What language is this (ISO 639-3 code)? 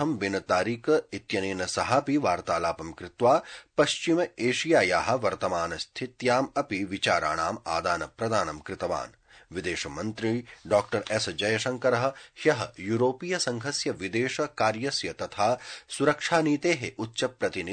san